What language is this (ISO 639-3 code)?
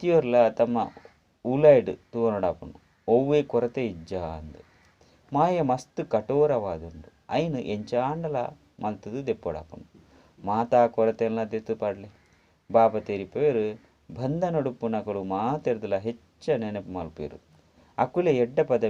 tcy